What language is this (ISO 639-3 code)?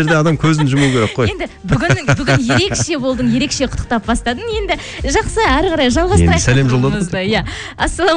kaz